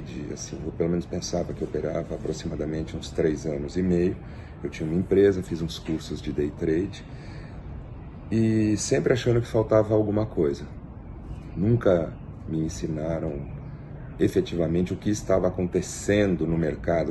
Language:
Portuguese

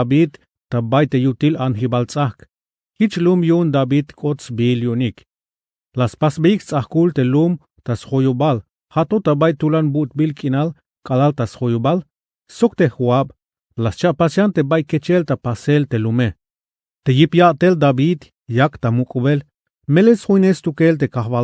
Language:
Tzeltal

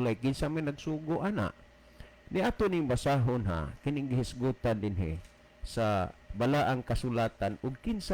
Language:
Cebuano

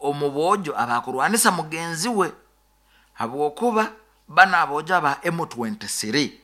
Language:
Nyoro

